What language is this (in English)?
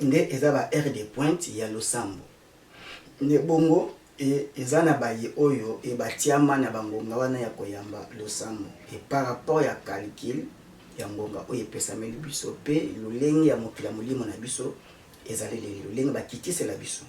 Lingala